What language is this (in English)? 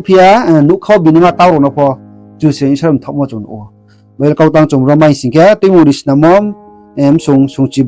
Riang (India)